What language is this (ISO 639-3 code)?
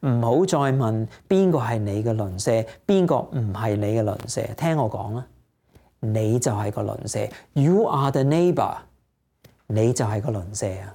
yue